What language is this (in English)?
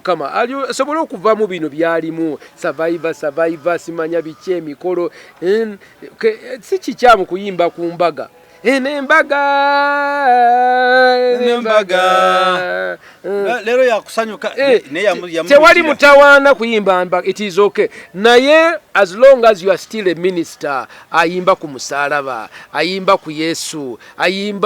Ganda